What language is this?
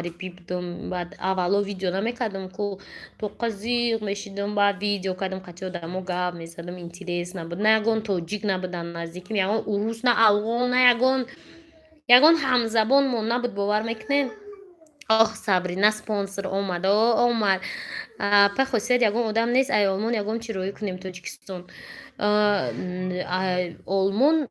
Tajik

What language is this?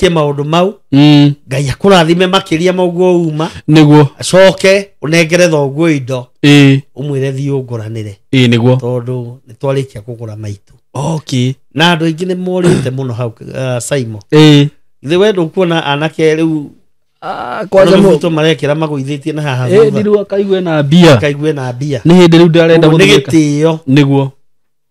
Kikuyu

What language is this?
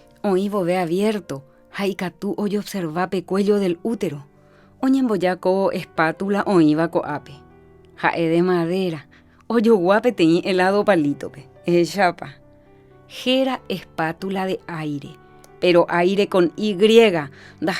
Guarani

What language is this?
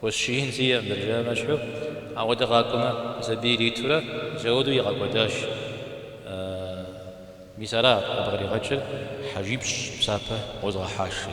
Kabardian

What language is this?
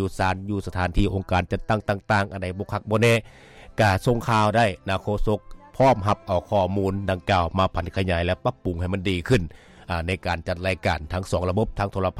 Lao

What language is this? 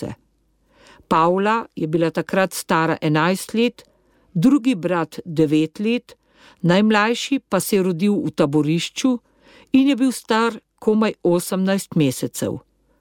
Slovenian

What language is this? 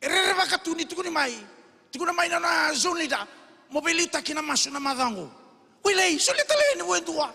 Fijian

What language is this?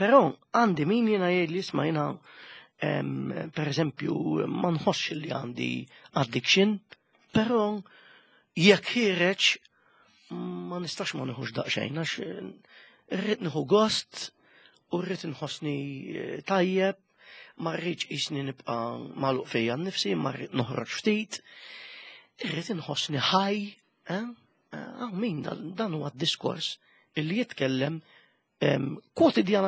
Maltese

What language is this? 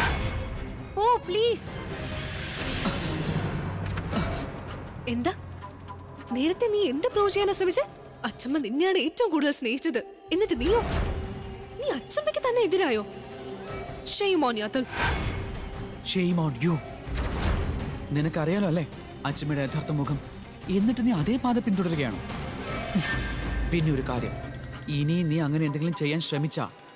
Malayalam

